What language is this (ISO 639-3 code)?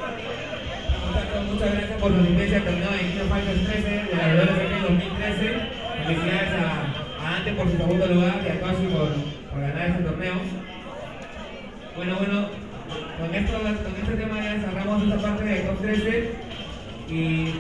spa